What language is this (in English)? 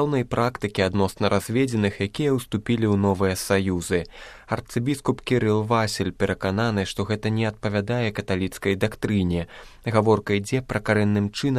Belarusian